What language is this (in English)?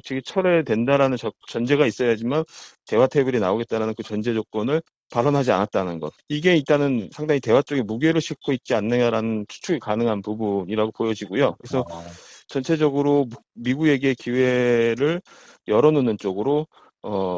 Korean